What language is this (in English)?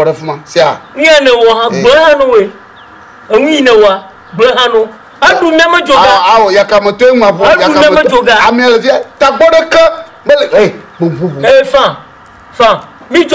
Ewe